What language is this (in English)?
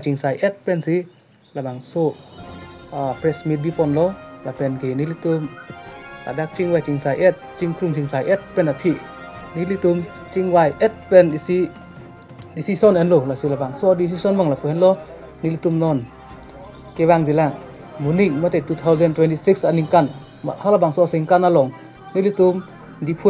Karbi